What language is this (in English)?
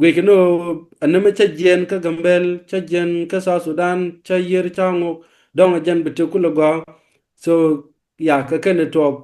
Nuer